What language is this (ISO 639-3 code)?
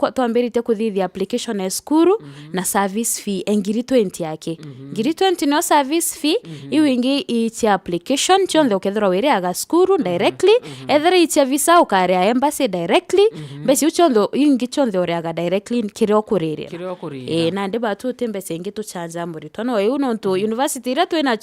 mer